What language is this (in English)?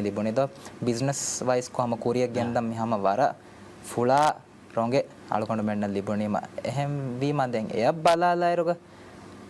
Divehi